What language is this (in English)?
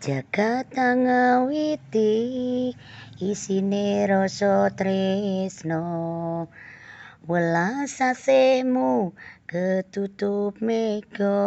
Javanese